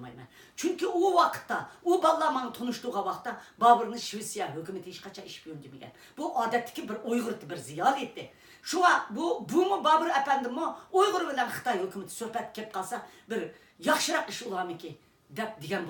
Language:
Uyghur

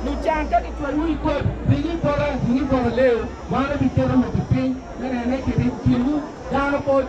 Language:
Acoli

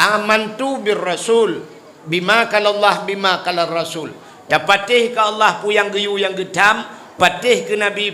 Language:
Achinese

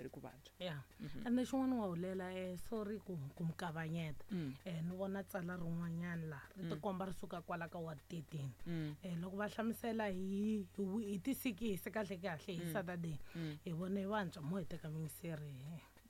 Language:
Tsonga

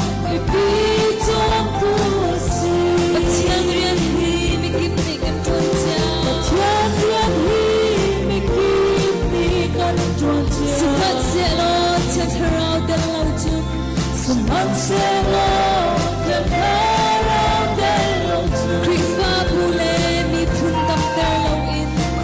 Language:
Hakha Chin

